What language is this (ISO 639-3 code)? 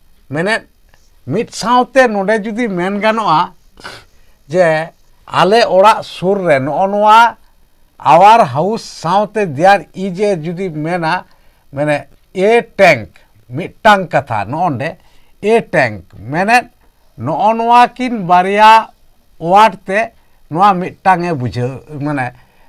sat